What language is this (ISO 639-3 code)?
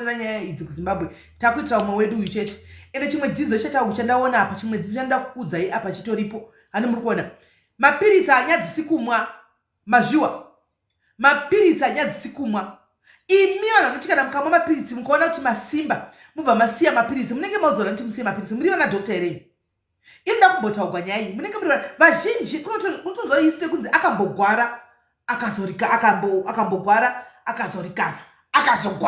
sna